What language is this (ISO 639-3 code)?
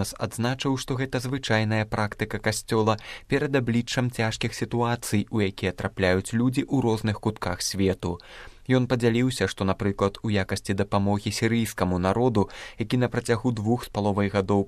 bel